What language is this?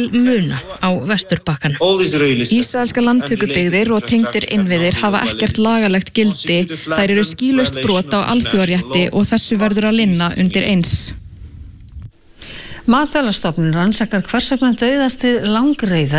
Icelandic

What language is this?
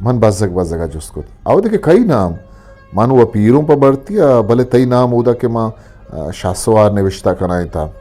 Eastern Balochi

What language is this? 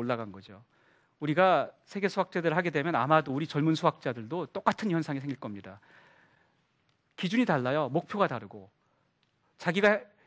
Korean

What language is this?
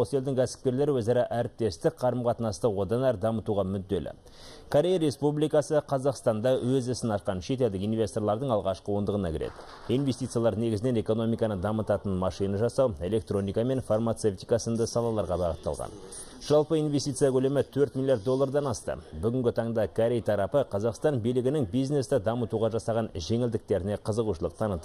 Kazakh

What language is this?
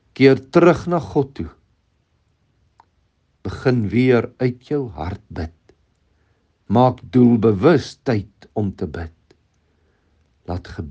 Afrikaans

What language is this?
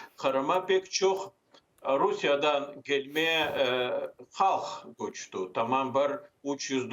Crimean Tatar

